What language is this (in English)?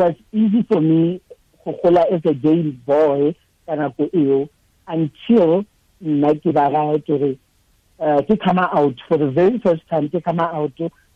Tswana